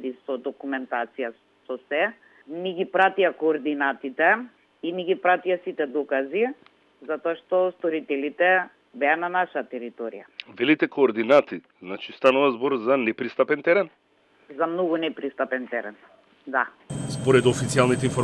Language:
Macedonian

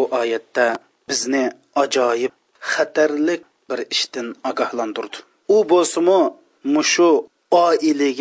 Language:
Uyghur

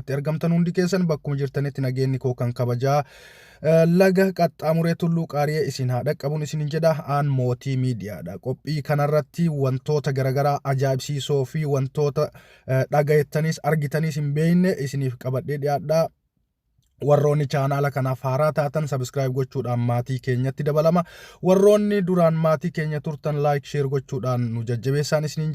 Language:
Oromo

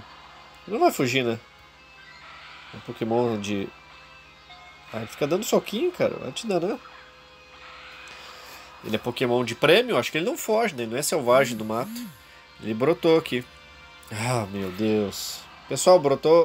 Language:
Portuguese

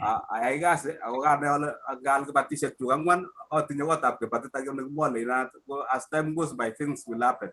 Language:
Kalenjin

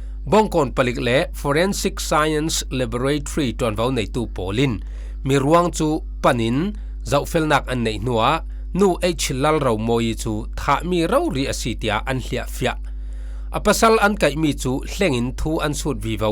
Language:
Falam Chin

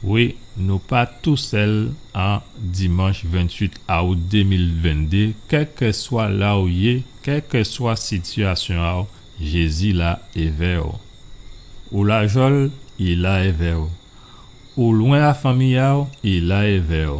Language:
Guadeloupean Creole French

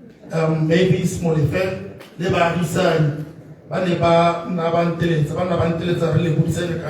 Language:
Tswana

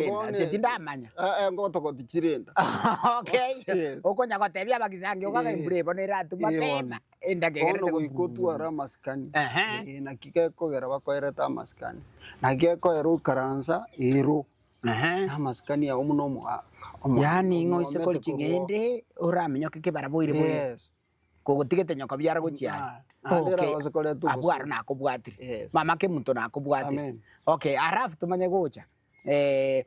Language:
Gusii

